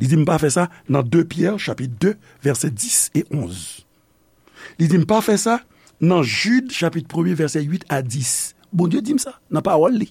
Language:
Haitian Creole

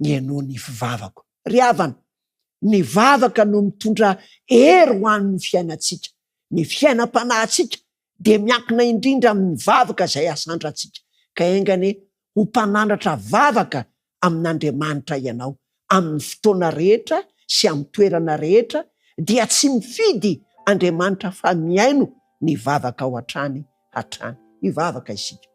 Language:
Malagasy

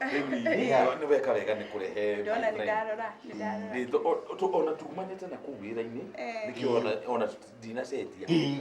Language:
Kikuyu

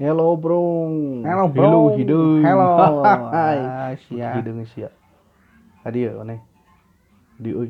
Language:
Sundanese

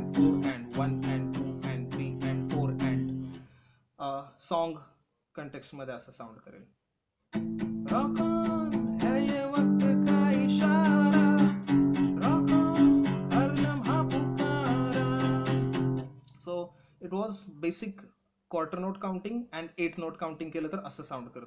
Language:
Marathi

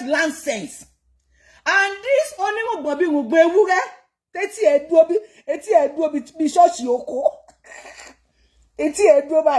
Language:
Yoruba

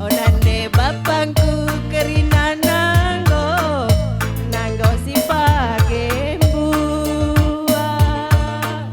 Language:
Batak Karo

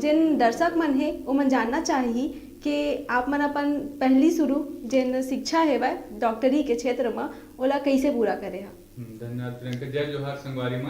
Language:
Chhattisgarhi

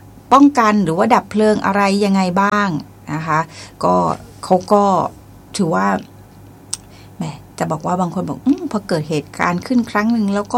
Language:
Thai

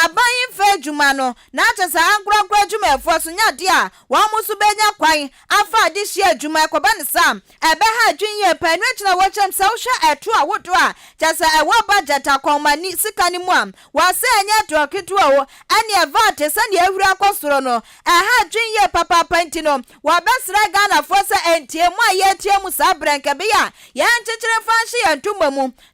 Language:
Akan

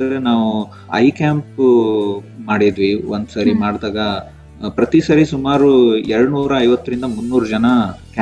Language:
Kannada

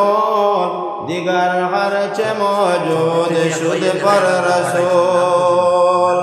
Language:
Sylheti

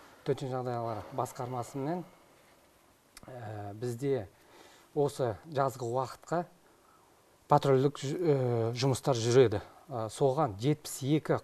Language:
Kazakh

